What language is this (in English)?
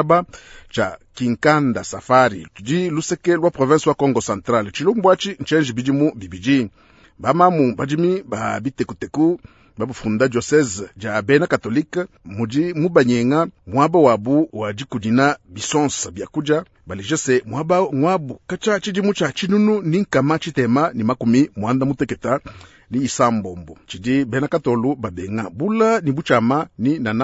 Luba-Lulua